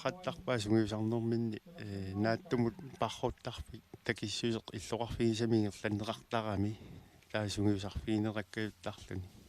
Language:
Kalaallisut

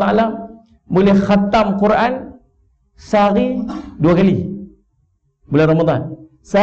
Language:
Malay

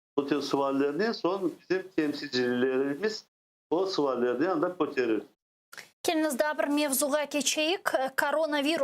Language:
Crimean Tatar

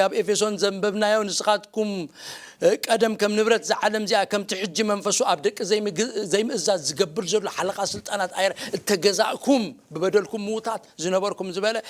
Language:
Tigrinya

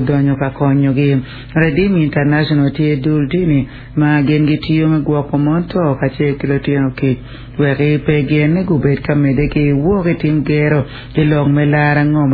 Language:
Acoli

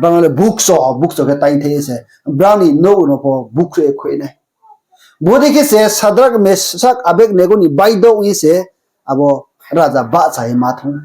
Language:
Riang (India)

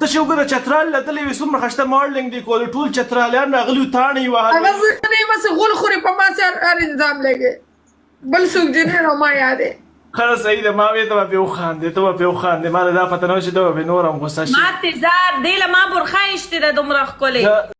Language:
Pashto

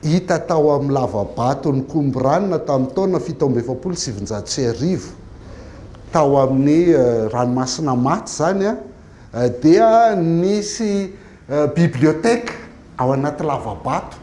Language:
Malagasy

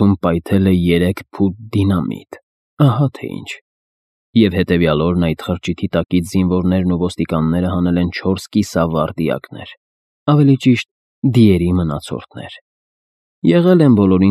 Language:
Armenian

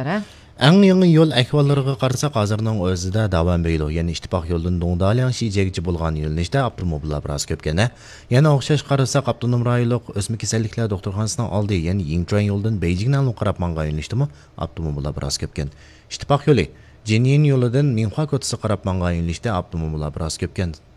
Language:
Uyghur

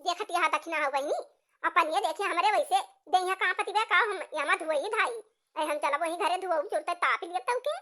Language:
Awadhi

